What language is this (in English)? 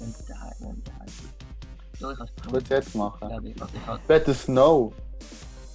Swiss German